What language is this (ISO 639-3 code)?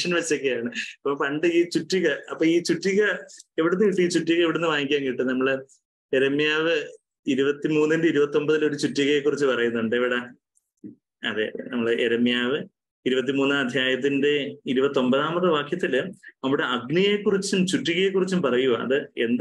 mal